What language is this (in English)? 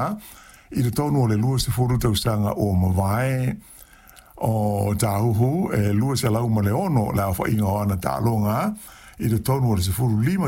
Samoan